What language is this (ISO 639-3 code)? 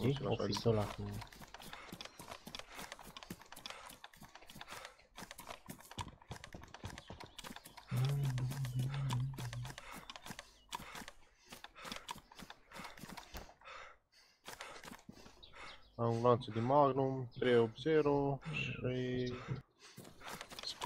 ron